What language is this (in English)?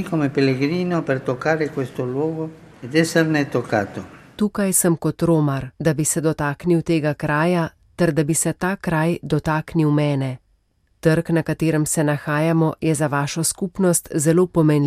Slovenian